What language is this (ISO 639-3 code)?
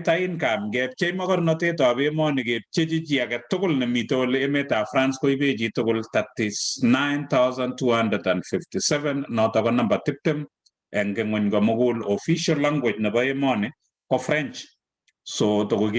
kln